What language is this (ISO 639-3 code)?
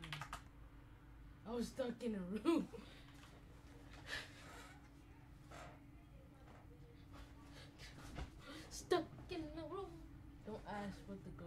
eng